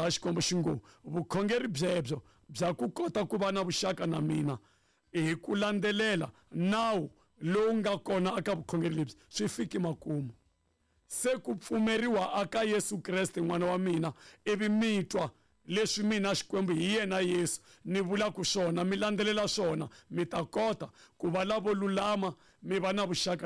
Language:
Tsonga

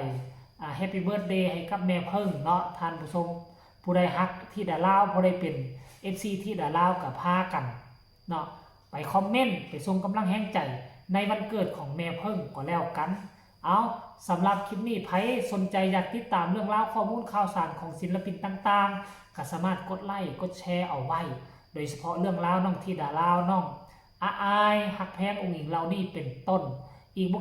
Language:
Northeastern Thai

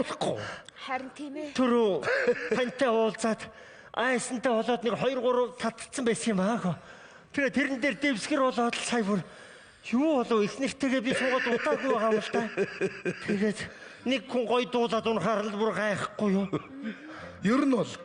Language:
Mongolian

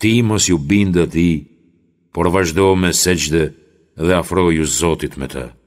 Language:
Albanian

